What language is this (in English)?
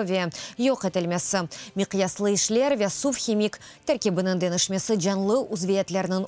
Crimean Tatar